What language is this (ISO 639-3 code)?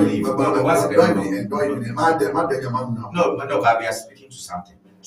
ewe